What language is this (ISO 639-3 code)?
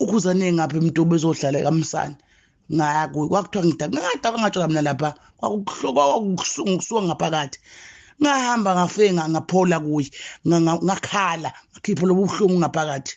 zul